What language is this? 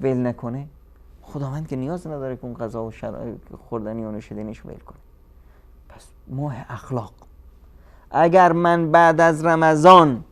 Persian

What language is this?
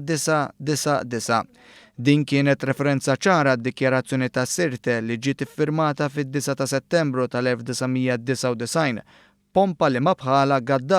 Maltese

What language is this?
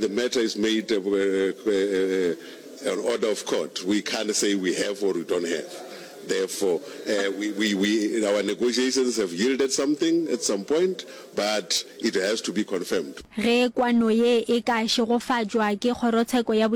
Northern Sotho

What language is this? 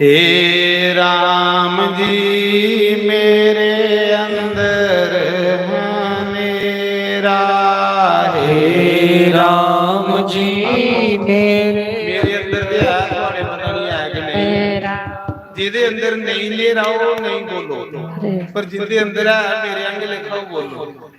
Dogri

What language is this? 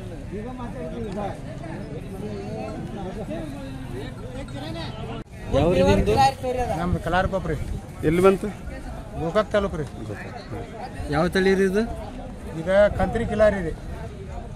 Kannada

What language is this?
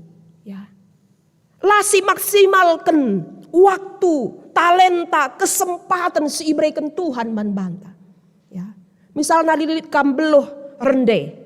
Batak Karo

